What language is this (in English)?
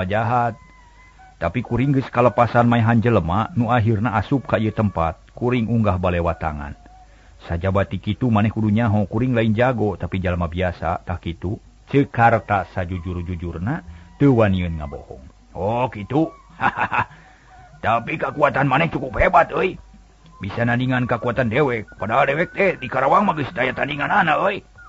Sundanese